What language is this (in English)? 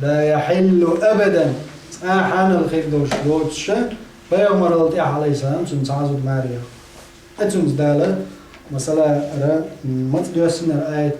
Chechen